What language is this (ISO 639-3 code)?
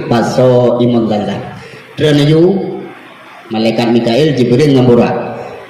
ace